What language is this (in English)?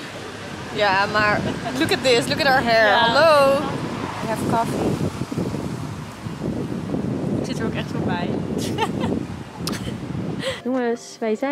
Dutch